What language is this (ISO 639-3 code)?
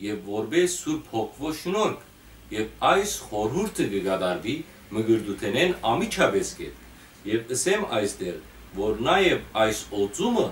hyw